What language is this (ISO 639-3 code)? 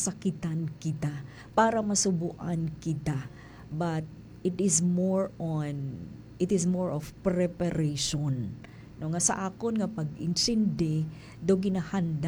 hil